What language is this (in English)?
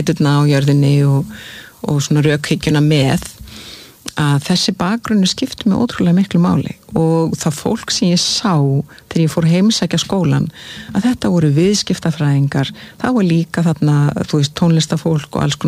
Icelandic